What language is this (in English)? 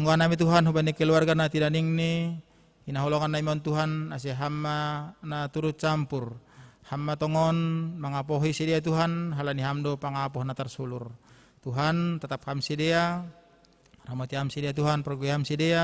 Batak Simalungun